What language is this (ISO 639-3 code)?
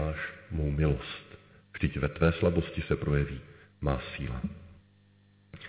ces